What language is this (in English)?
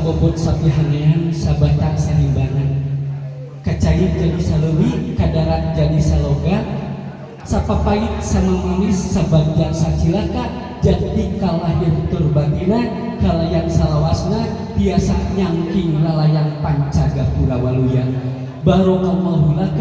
Sundanese